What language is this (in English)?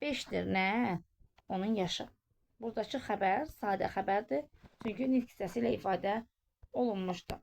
Azerbaijani